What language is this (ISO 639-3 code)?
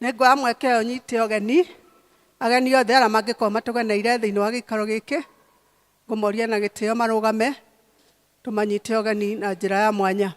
kik